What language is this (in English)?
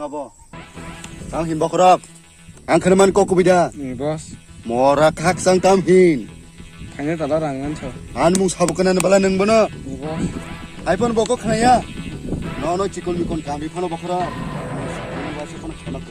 Kok Borok